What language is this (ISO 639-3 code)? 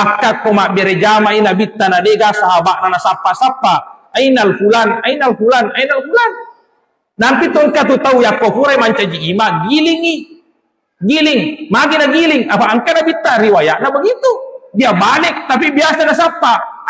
bug